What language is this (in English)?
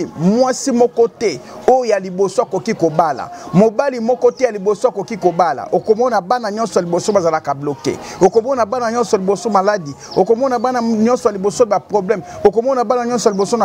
Lingala